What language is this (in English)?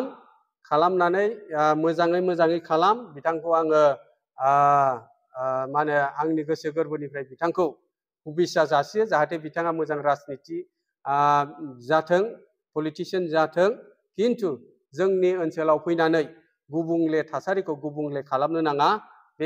Bodo